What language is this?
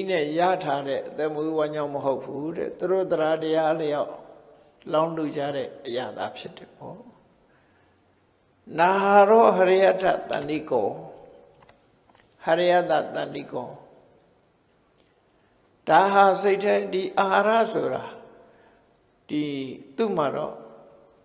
Burmese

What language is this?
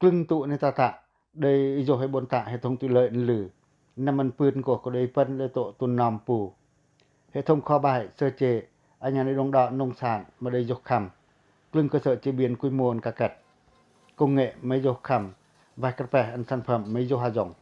Pacoh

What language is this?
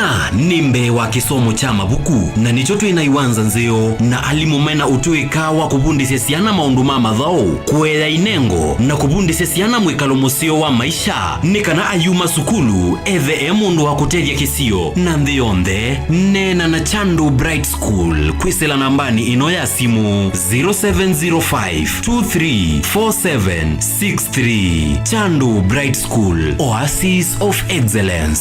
Kamba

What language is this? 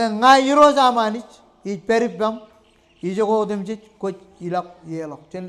Marshallese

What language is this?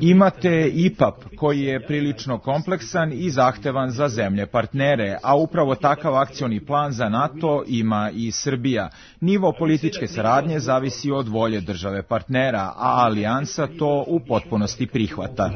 Serbian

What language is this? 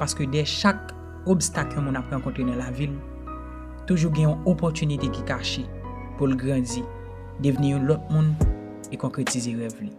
Haitian Creole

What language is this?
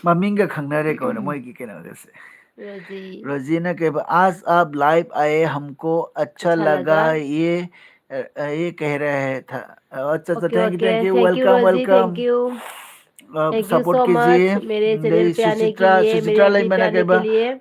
Manipuri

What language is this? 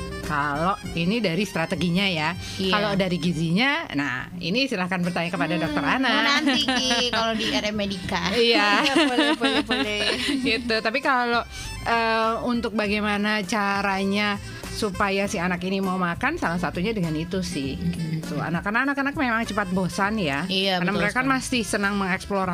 Indonesian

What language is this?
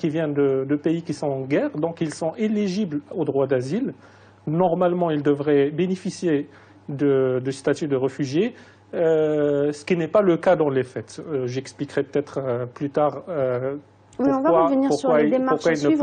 French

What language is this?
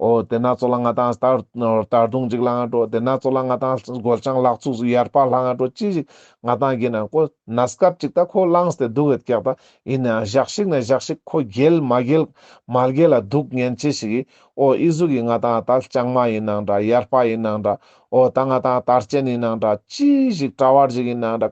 Ladakhi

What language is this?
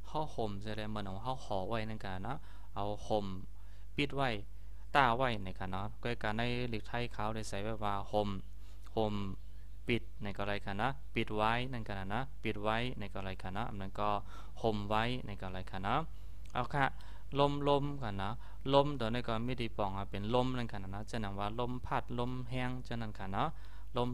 Shan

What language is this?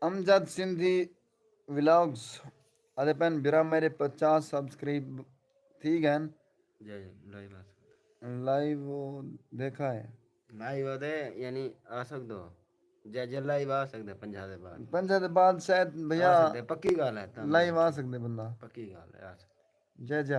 Saraiki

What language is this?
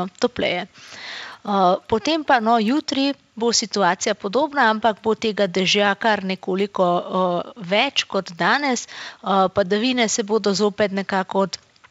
Slovenian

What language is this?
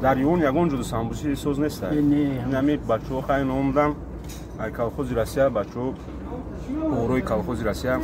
Tajik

